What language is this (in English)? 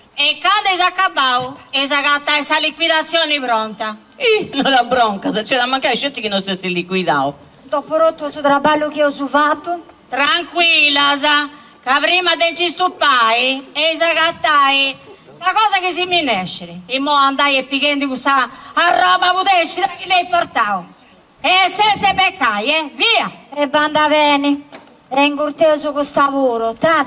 Sardinian